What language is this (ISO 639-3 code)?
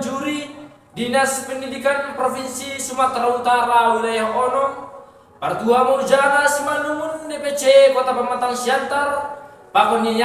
bts